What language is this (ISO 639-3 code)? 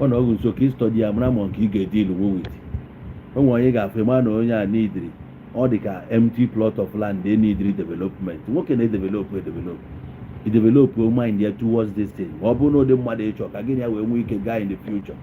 ibo